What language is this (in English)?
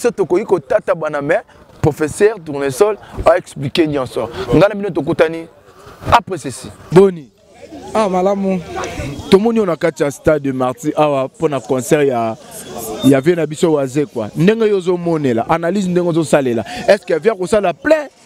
Lingala